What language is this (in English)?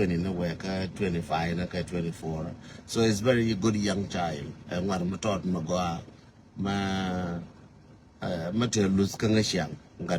Nuer